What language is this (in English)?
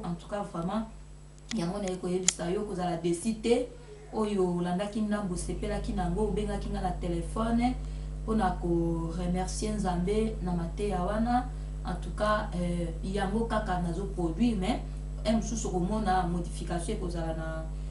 Lingala